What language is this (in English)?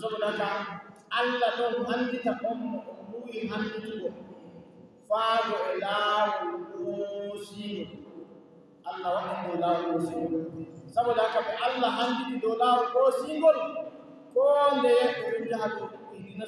Fula